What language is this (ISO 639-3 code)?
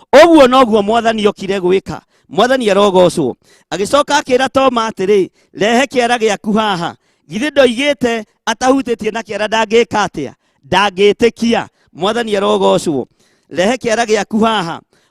kik